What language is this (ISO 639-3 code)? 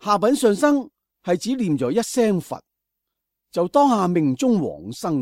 yue